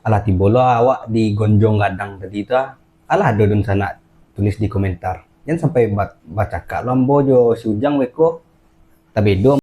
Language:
Minangkabau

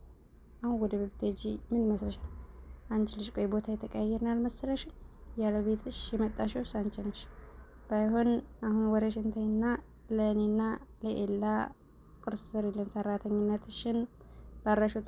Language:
Amharic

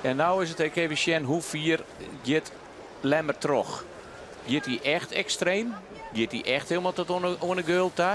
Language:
Western Frisian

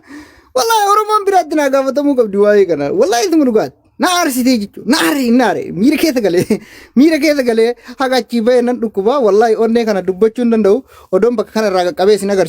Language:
Oromo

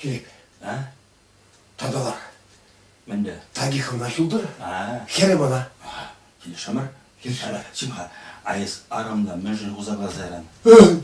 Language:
Chuvash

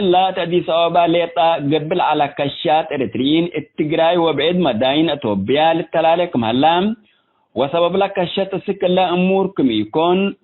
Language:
Tigre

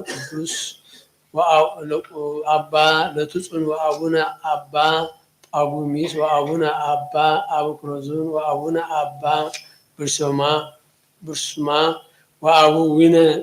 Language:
Geez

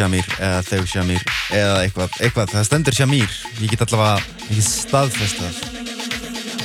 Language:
Icelandic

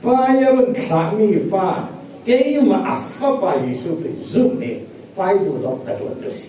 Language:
Falam Chin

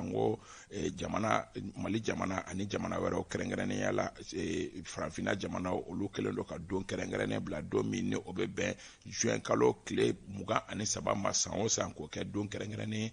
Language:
Bambara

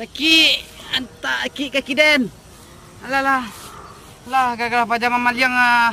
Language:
Minangkabau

